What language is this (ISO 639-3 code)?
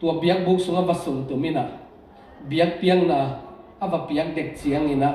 ctd